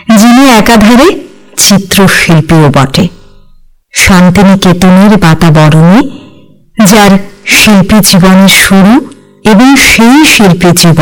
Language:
Bangla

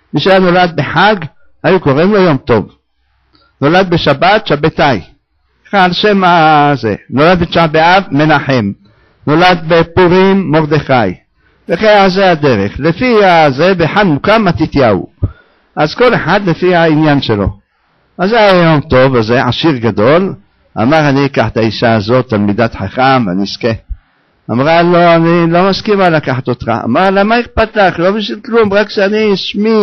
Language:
Hebrew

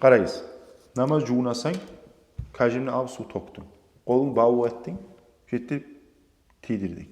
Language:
Kumyk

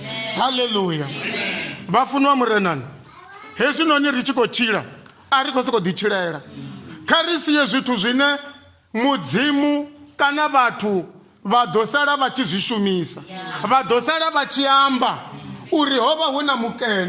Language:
Venda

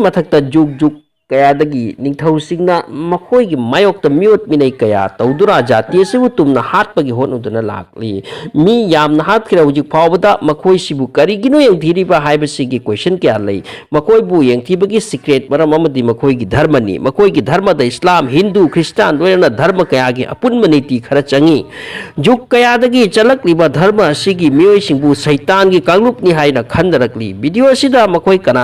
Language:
Manipuri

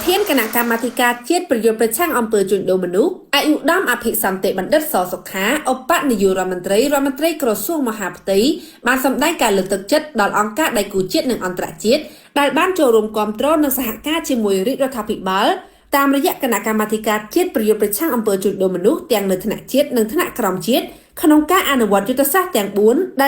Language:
Khmer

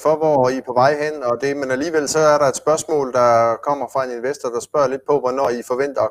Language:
Danish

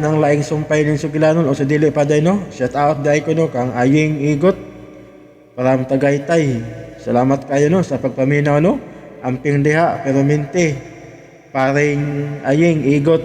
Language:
Cebuano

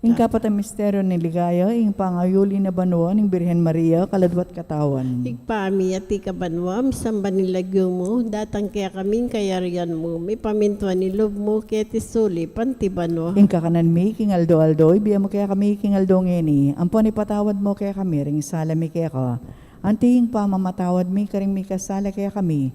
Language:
Pampanga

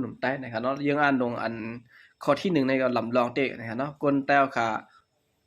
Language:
Shan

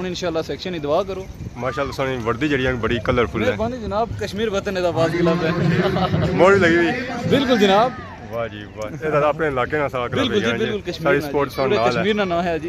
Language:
Pahari-Potwari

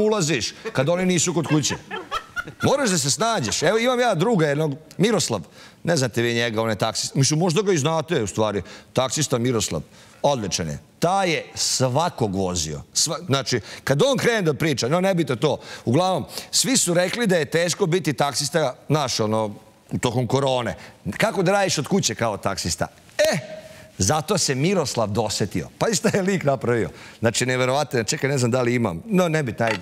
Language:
Serbian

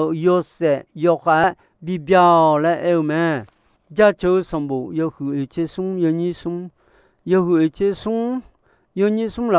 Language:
Akha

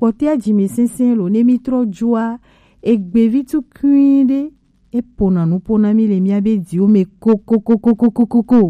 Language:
Gen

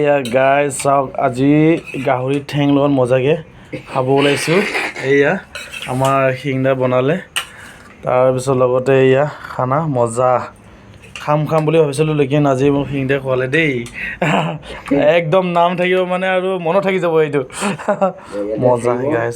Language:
Assamese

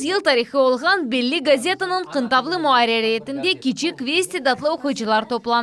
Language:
Crimean Tatar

